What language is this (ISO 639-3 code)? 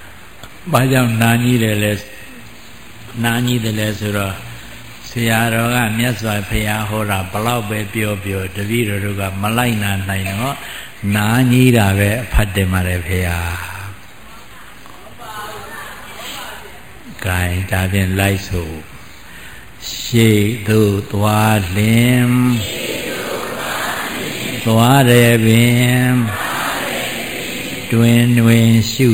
mya